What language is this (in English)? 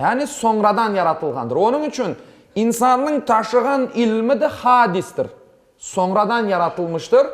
Crimean Tatar